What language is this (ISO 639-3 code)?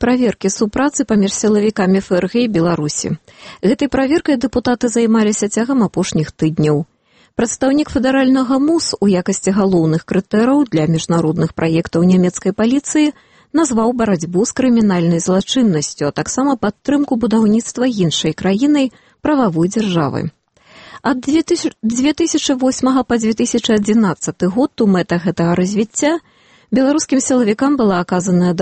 bel